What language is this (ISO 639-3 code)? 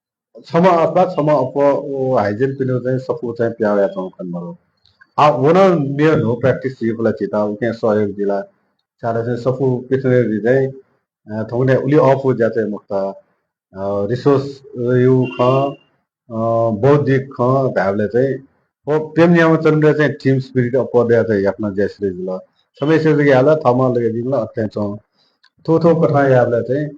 new